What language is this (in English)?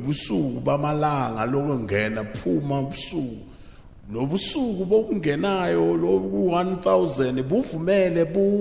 Zulu